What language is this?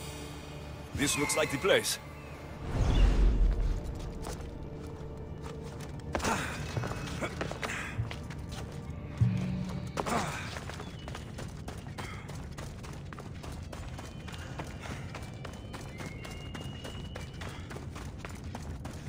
English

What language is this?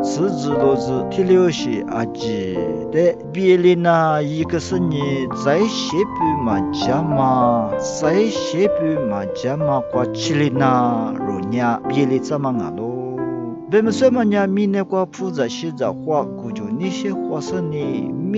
Lisu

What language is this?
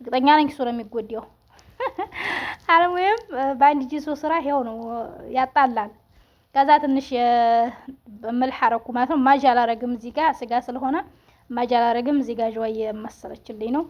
Amharic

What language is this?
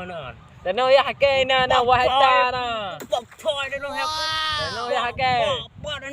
Achinese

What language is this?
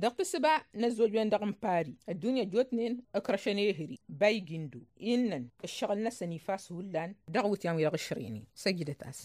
Tamasheq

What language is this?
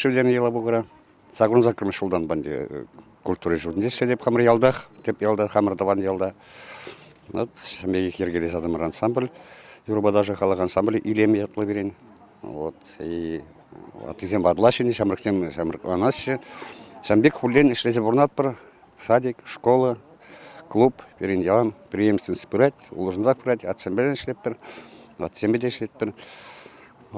Chuvash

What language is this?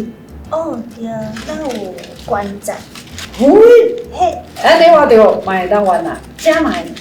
Min Nan Chinese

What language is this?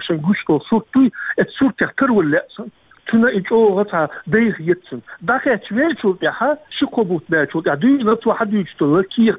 Chechen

